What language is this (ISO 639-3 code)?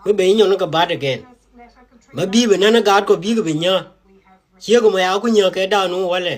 nus